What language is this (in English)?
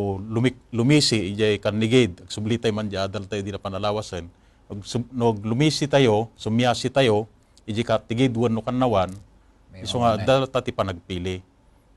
Iloko